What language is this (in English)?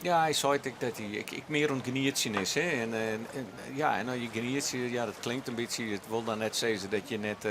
Western Frisian